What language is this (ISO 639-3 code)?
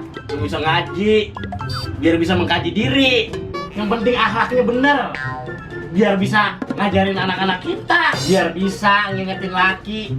bew